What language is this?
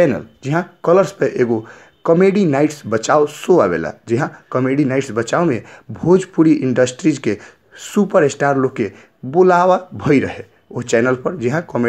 Bhojpuri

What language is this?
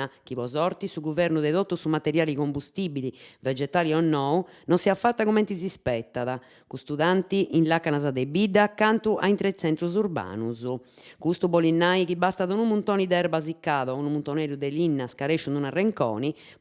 Sardinian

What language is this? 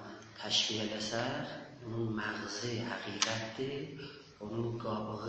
South Azerbaijani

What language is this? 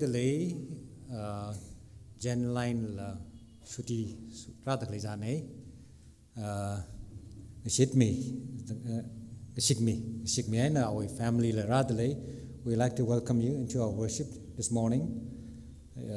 Tangkhul Naga (India)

